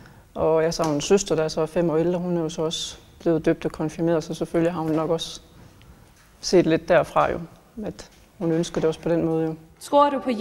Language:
Danish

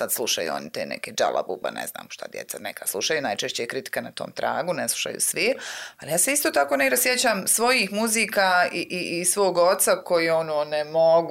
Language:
Bosnian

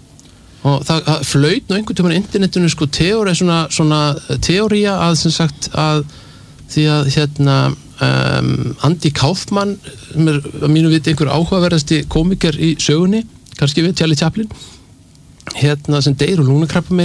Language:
Icelandic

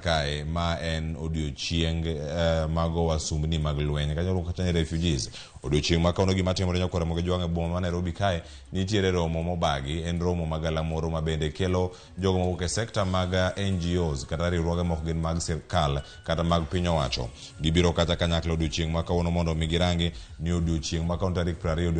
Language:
Luo (Kenya and Tanzania)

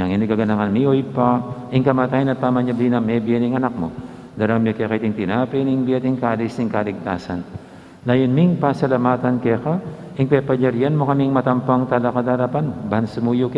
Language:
Pampanga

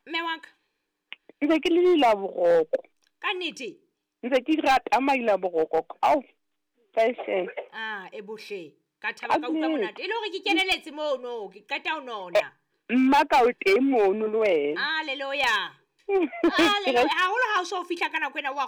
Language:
Southern Sotho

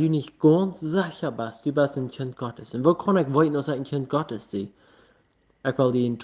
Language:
Plautdietsch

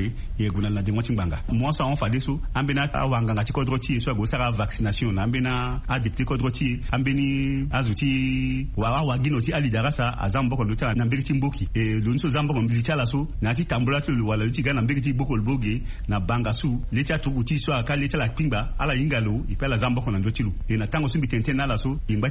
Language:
Sango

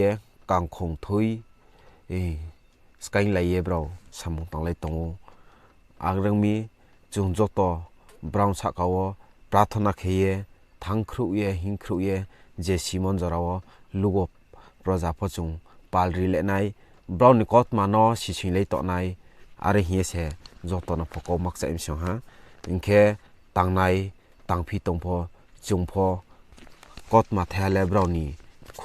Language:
Riang (India)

